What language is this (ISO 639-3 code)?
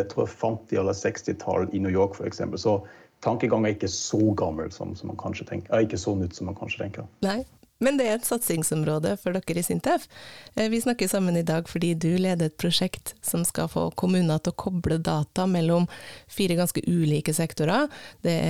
nor